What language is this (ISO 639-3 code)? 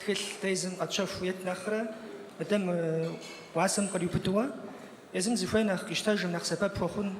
kbd